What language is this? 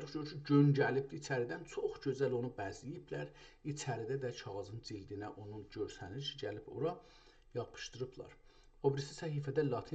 South Azerbaijani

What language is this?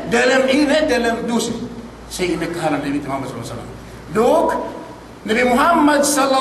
Yakan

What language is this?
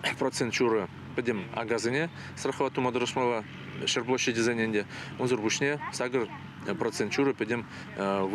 Chuvash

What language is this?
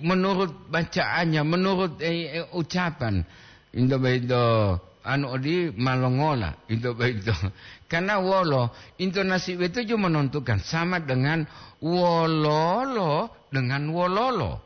Gorontalo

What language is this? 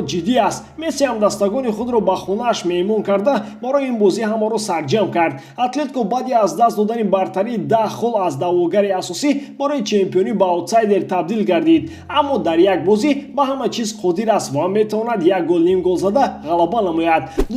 Tajik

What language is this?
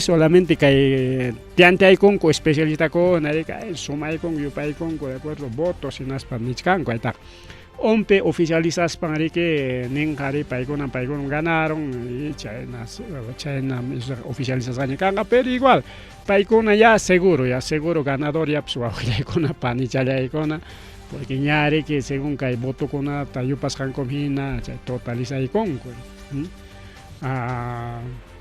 Ayacucho Quechua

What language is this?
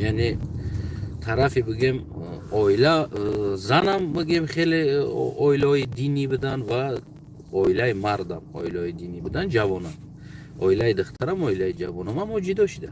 Tajik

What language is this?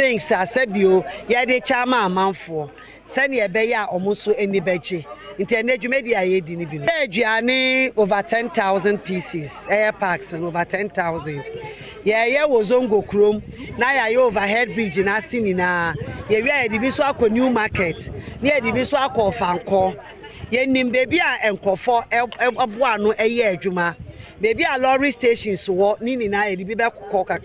Akan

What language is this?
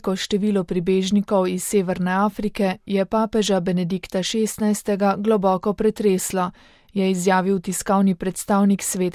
Slovenian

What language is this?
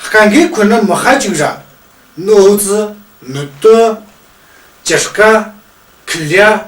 Tu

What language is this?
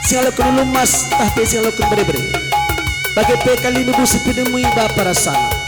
Batak Karo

